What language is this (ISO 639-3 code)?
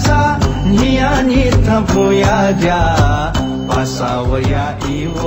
new